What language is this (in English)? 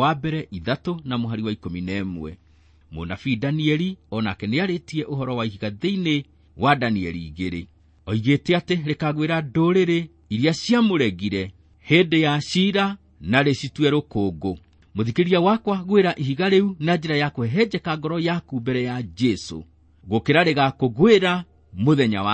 Kikuyu